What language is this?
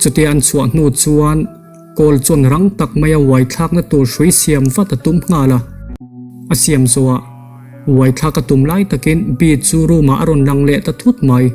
Mizo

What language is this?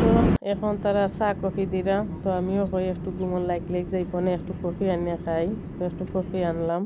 Sylheti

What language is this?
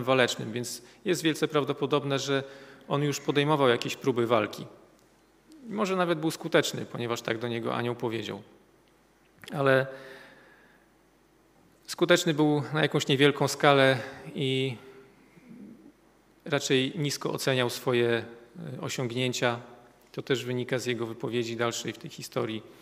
Polish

